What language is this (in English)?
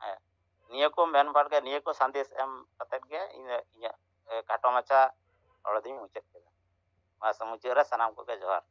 Santali